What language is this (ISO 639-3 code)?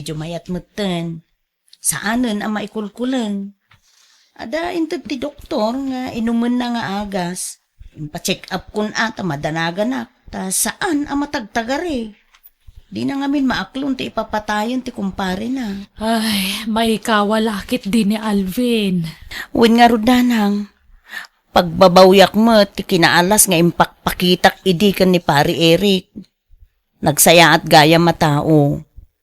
ilo